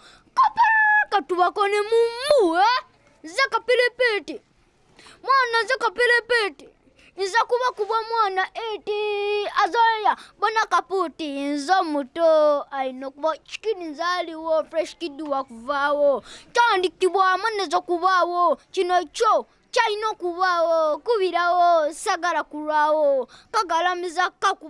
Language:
Ganda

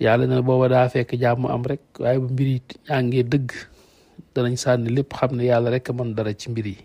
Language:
Wolof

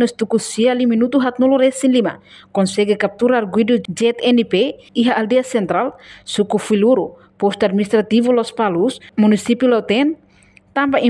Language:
Tetum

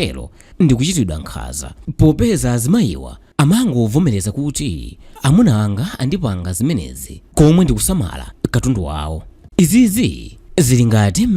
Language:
Nyanja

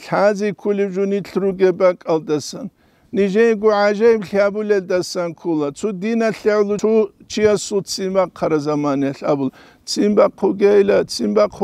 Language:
Avaric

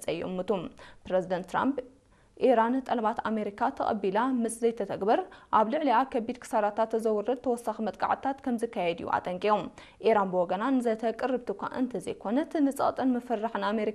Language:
Tigrinya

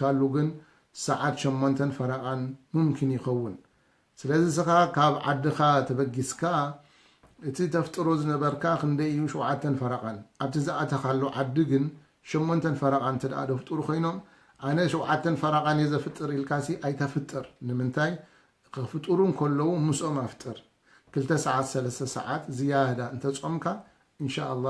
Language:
Tigrinya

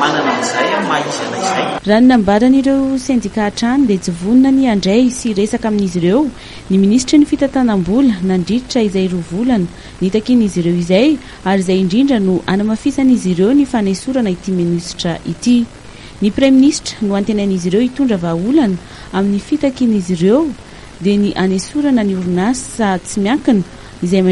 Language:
Malagasy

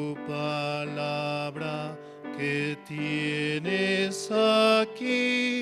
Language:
South Bolivian Quechua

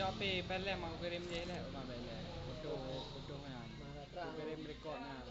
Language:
Achinese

